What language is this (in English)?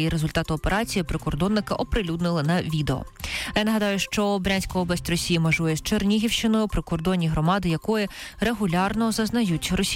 Ukrainian